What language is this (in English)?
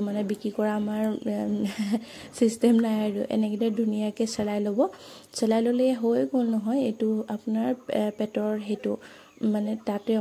Assamese